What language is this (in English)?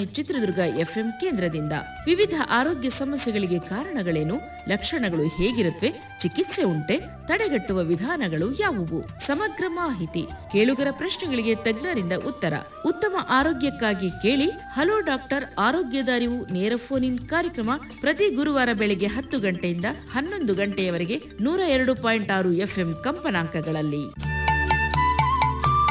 Kannada